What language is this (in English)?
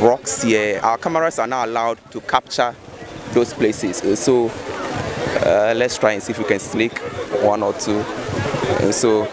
Ewe